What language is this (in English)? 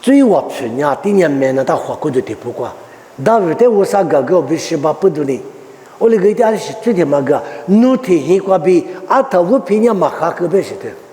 Lisu